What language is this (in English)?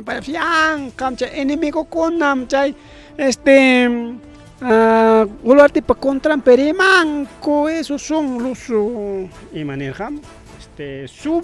Ayacucho Quechua